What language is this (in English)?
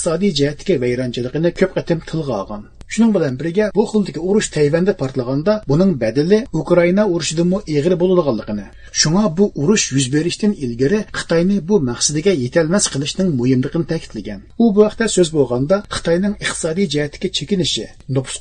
Uyghur